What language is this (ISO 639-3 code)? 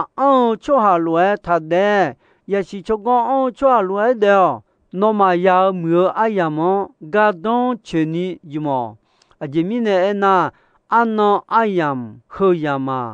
ahk